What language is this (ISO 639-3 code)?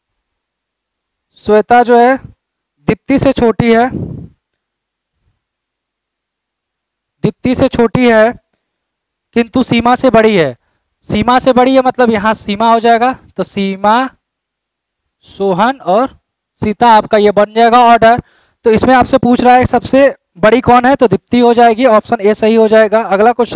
hin